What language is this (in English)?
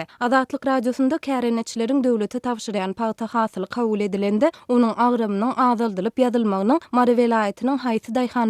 Turkmen